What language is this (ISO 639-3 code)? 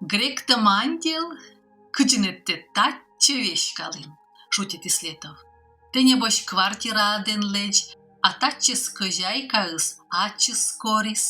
kom